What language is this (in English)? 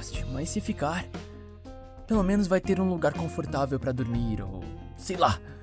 Portuguese